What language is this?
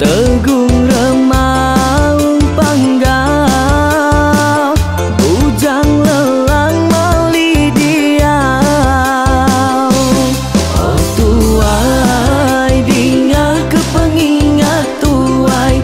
Iban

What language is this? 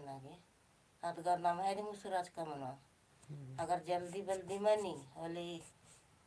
Kurukh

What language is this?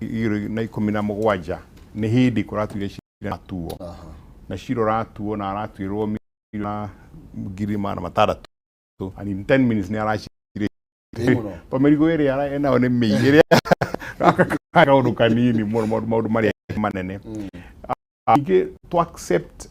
Kikuyu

